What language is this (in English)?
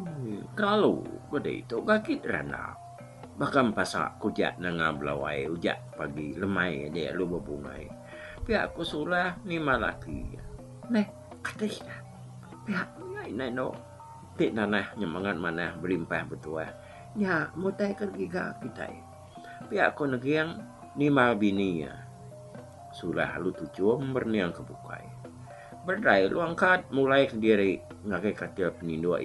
Iban